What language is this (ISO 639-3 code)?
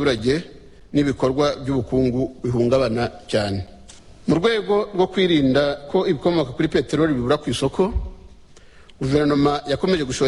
kin